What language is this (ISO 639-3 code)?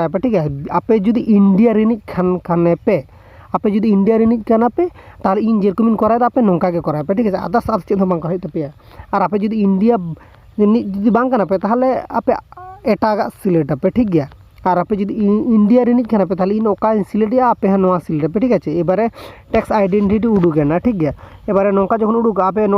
sat